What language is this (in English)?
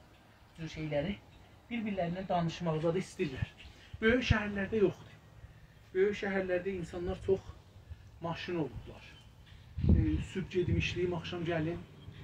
South Azerbaijani